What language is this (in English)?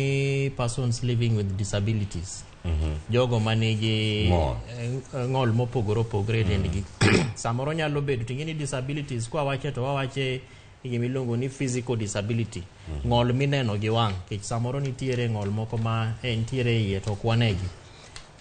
Luo (Kenya and Tanzania)